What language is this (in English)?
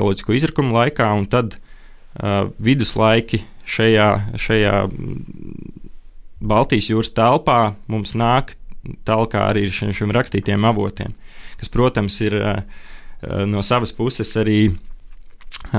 Latvian